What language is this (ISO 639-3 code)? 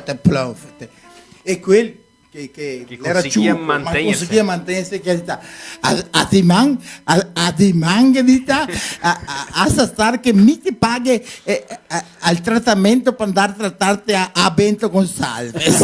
vec